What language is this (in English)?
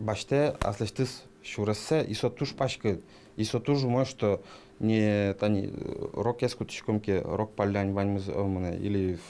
Udmurt